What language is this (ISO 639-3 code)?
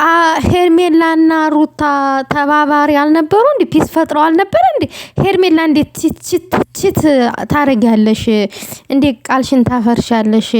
amh